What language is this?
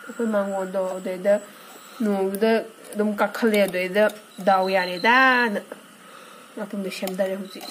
Manipuri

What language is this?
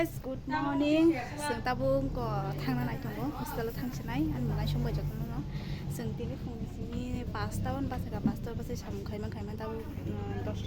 Kok Borok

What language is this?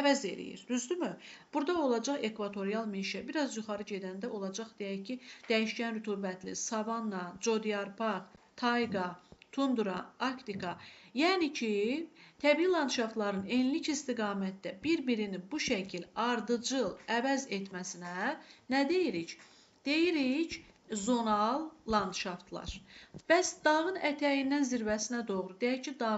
Azerbaijani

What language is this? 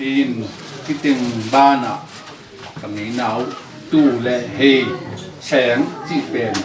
Tedim Chin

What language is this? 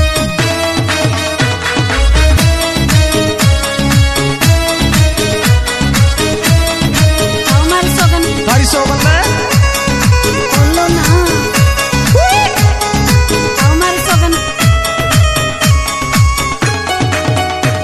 Hindi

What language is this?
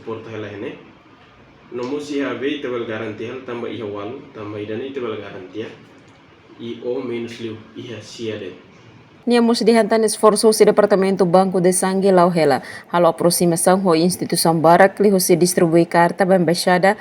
Tetum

